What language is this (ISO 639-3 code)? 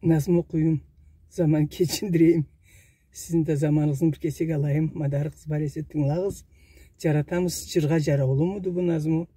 krc